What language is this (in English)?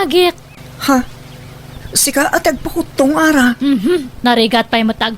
Iloko